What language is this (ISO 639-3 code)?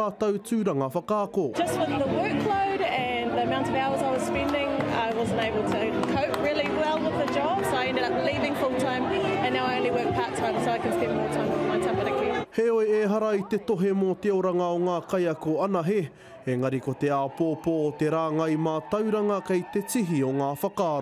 mri